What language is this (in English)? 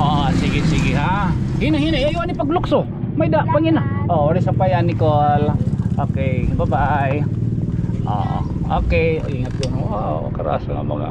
Waray